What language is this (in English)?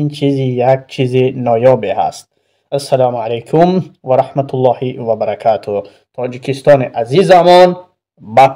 Tajik